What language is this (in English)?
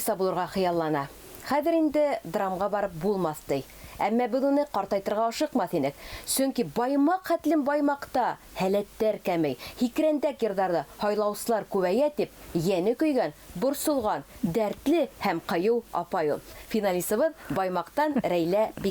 Bashkir